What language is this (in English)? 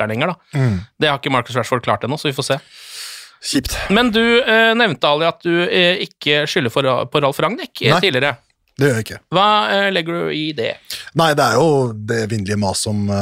Norwegian